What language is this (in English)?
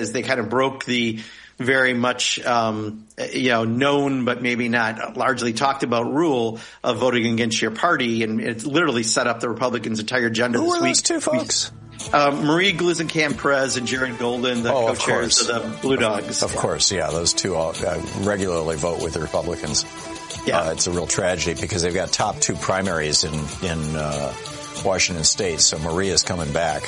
English